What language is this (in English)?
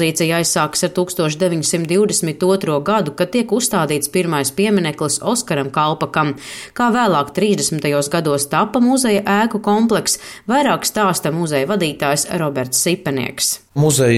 Latvian